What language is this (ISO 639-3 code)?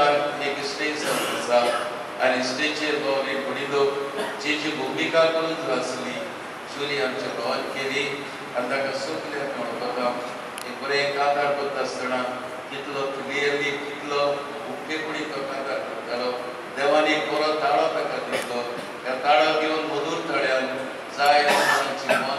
kok